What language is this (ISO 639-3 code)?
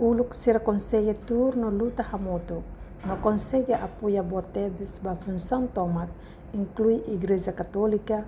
tet